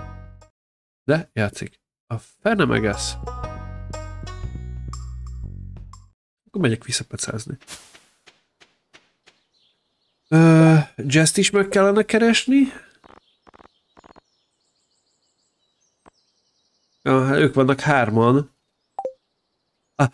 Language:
Hungarian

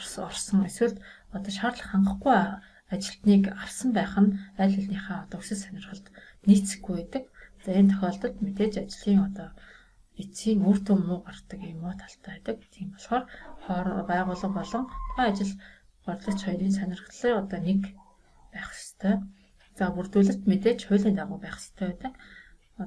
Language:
Mongolian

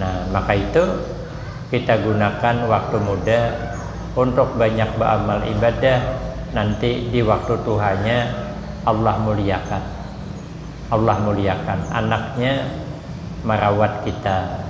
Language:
Banjar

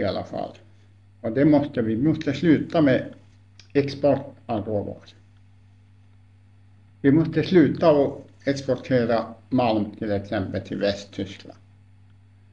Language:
Swedish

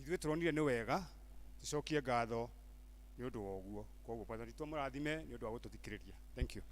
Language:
Kikuyu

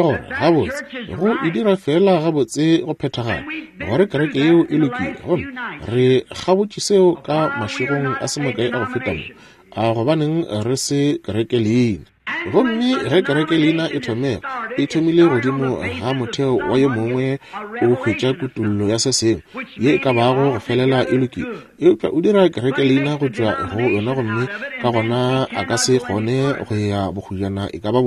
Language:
Northern Sotho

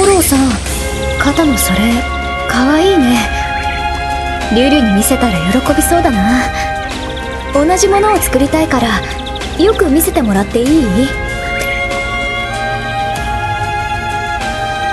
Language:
Japanese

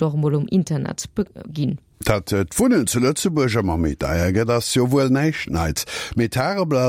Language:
Luxembourgish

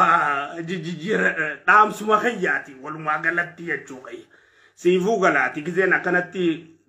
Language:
Oromo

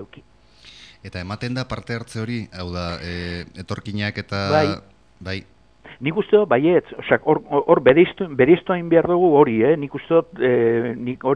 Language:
Basque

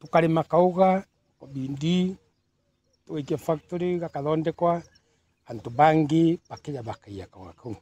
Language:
Meru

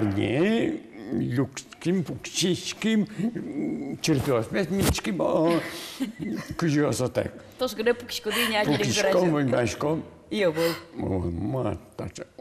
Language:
Udmurt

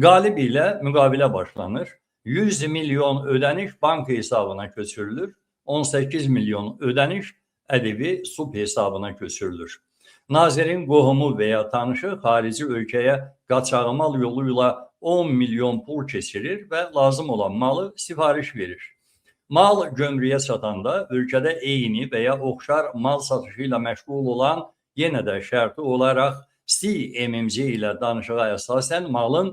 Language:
Azerbaijani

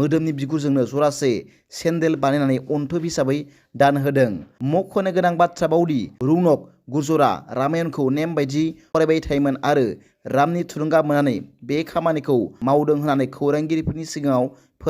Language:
Bodo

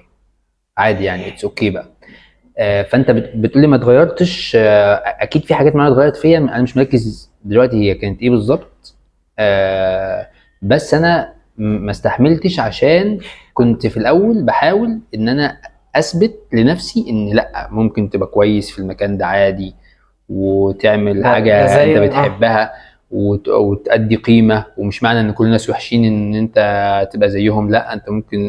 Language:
Egyptian Arabic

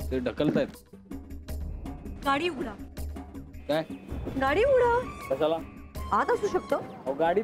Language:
Marathi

